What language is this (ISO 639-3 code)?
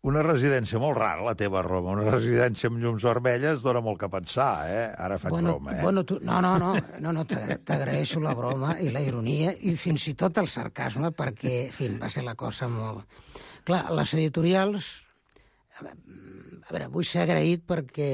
cat